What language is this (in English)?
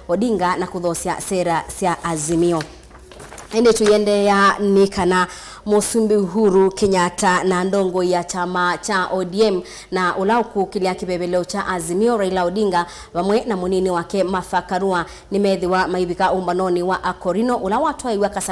Kamba